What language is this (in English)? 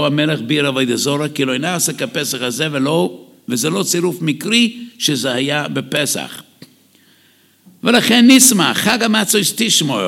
Hebrew